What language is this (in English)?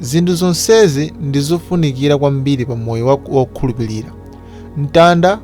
Nyanja